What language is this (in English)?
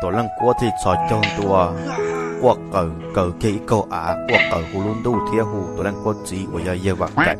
Hmong